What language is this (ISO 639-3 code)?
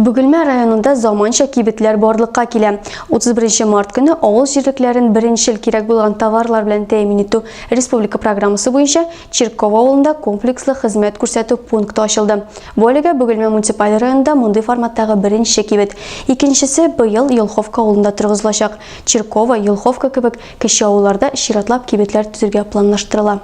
tat